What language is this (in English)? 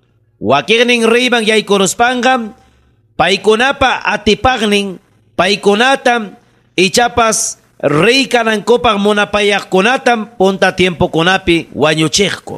Ayacucho Quechua